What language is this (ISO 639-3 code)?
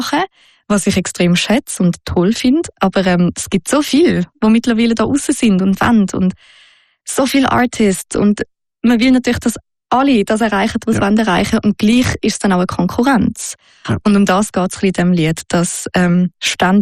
deu